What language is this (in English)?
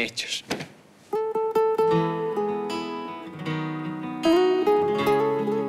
Serbian